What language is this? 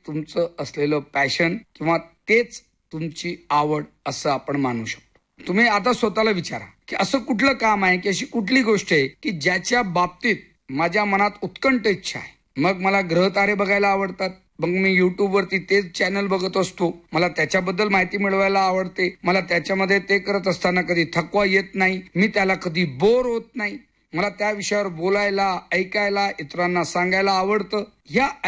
Marathi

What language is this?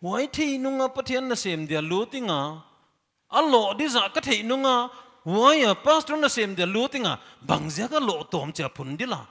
Paite Chin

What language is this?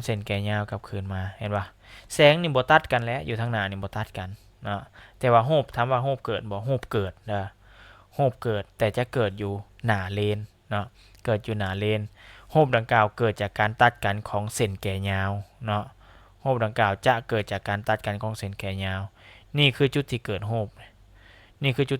Lao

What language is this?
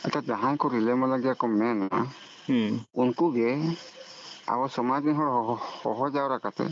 Santali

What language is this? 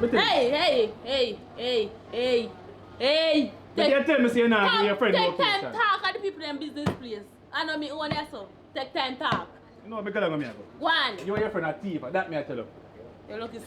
Jamaican Creole English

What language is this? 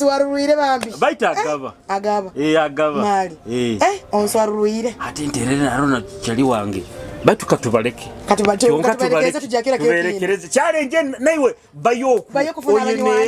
Nyoro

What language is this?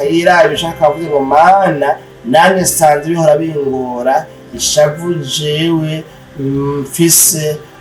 Rundi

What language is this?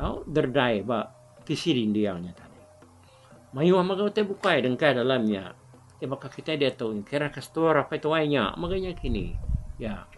Iban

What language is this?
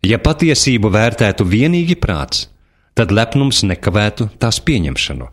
Latvian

